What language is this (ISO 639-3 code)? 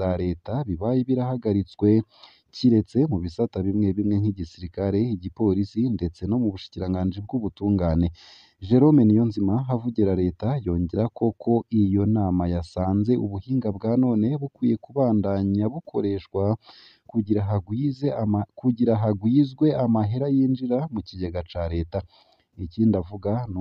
run